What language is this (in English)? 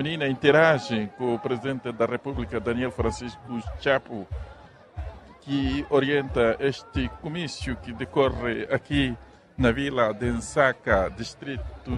Portuguese